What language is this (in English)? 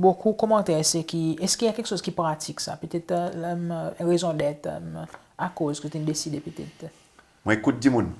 Seselwa Creole French